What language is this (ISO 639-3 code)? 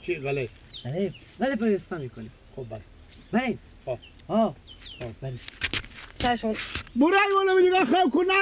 fas